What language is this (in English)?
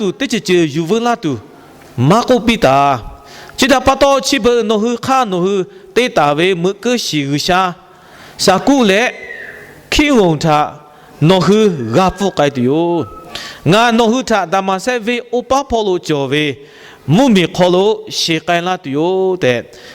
Lahu